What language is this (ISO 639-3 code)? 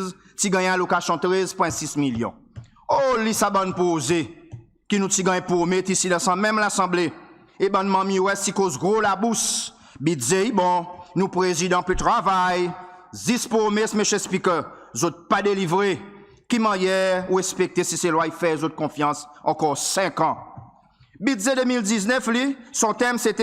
crs